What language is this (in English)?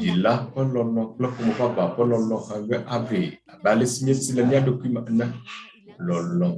Ewe